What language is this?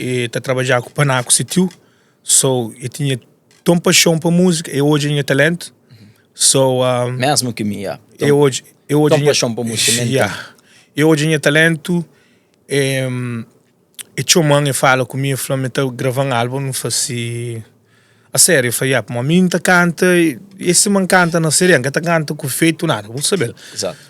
Kabuverdianu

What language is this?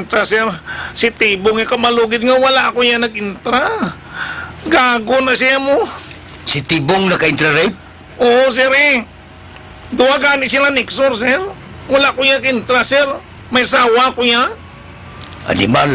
Hiligaynon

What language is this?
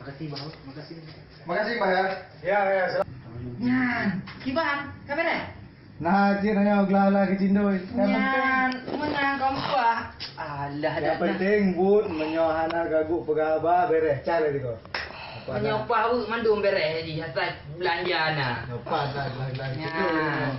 Achinese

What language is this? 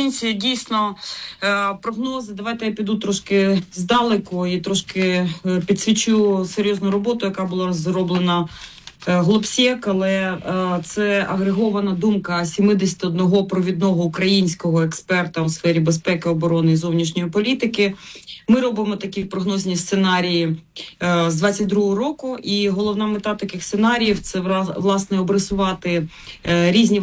Ukrainian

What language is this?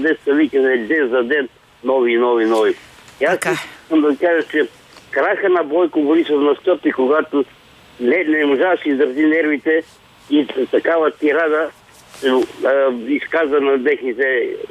Bulgarian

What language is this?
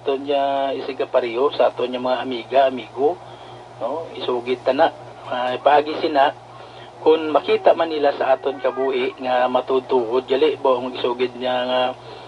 Hiligaynon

